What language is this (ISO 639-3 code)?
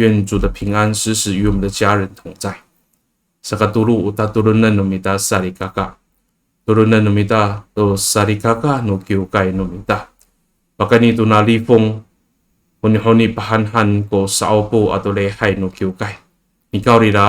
ami